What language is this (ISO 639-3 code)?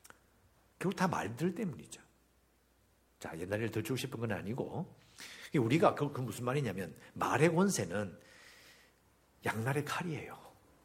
kor